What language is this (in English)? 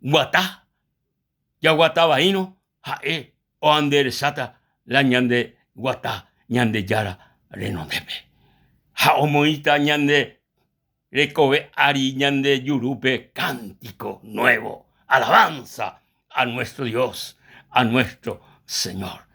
Guarani